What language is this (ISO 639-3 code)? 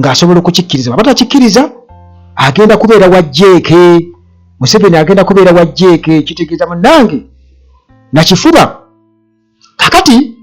lug